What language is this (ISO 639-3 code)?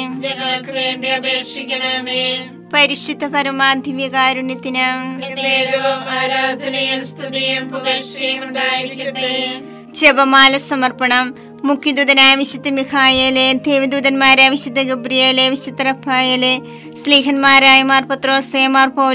mal